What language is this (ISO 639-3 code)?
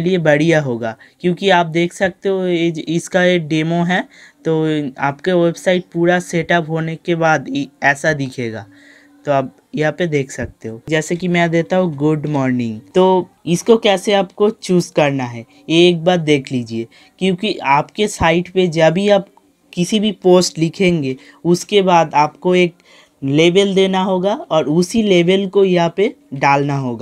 hin